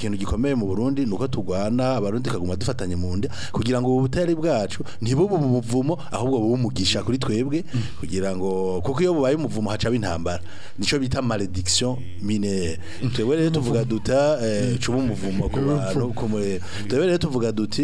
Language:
Rundi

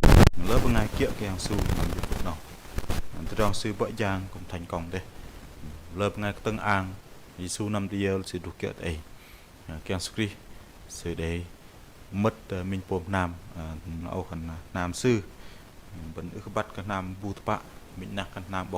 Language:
Bahnar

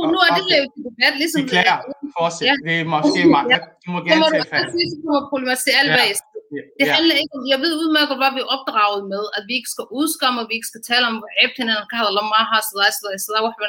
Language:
Danish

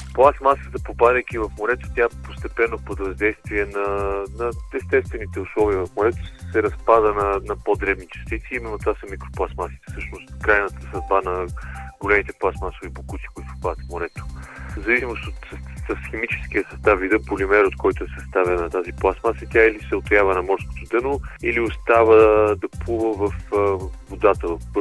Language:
Bulgarian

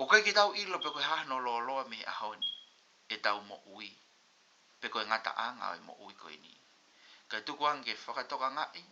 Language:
Tongan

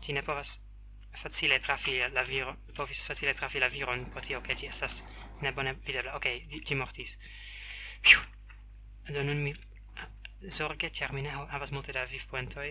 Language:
Esperanto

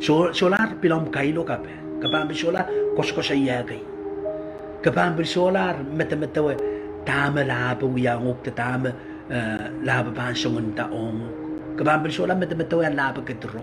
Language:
Pohnpeian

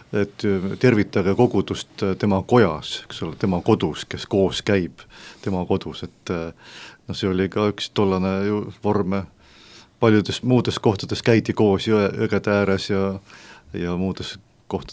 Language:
Estonian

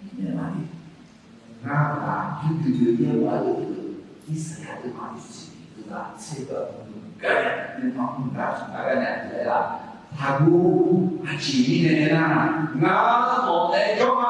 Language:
Akha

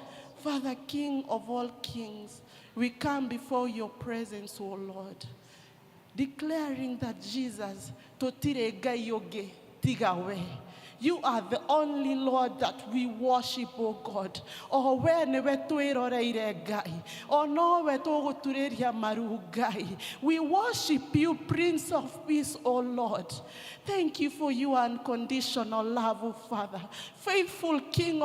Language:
Kikuyu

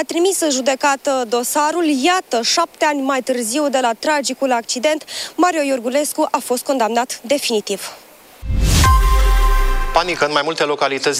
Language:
Romanian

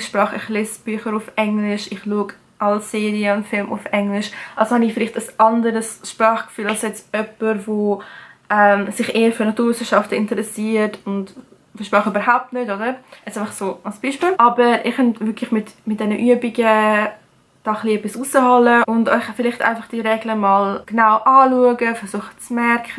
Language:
Swiss German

